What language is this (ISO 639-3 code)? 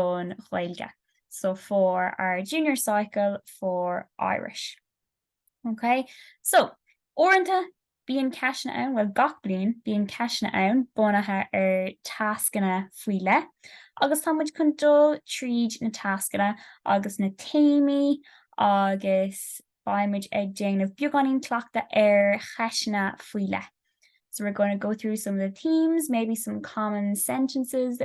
gle